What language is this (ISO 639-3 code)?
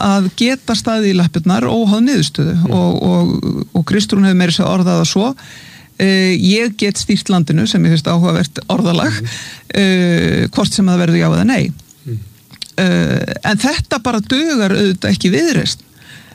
isl